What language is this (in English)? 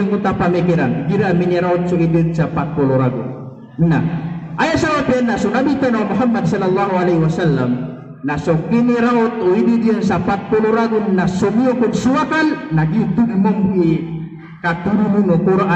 Maranao